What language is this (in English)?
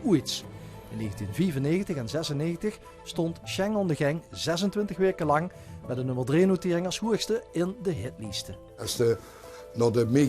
Limburgish